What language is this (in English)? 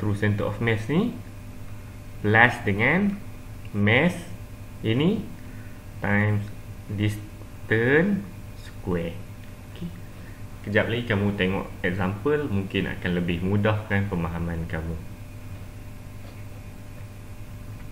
Malay